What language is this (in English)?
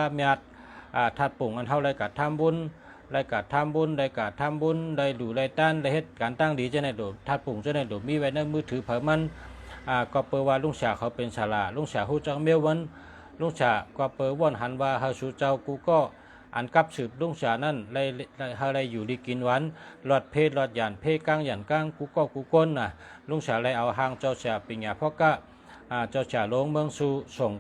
Shan